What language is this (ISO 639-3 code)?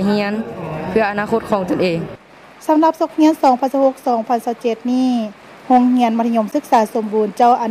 lao